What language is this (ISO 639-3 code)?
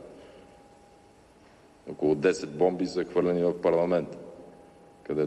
bul